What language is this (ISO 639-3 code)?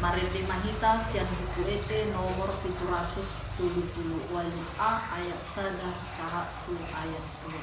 bbc